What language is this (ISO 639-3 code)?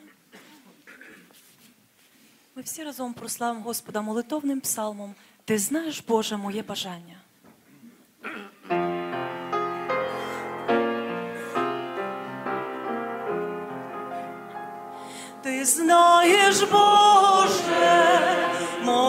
ukr